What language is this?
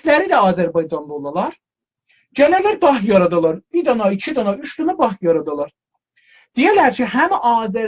South Azerbaijani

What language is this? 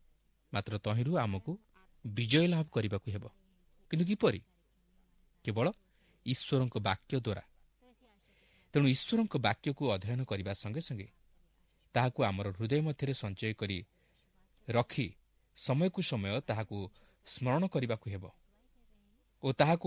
Odia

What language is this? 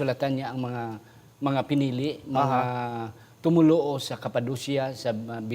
Hiligaynon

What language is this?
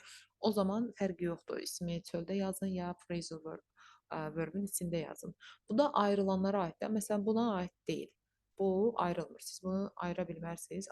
Azerbaijani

